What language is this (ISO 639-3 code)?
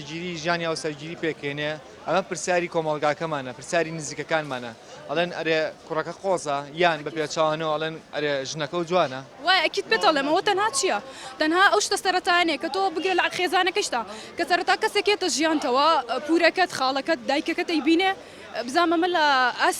ckb